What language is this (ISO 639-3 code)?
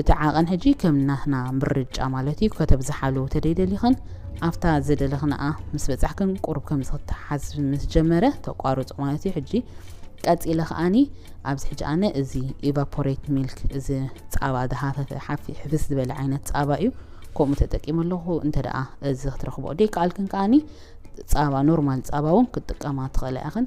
tir